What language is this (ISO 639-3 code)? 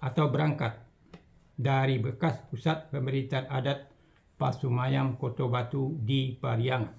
min